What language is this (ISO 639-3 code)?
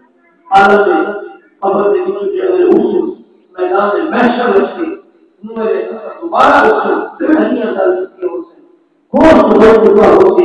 skr